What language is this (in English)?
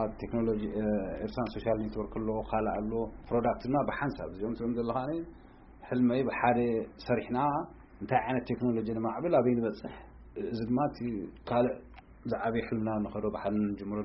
Tigrinya